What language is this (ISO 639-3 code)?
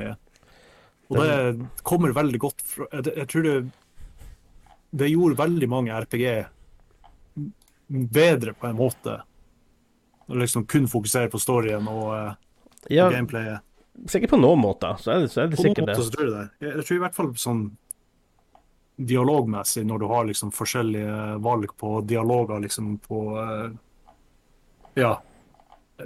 nor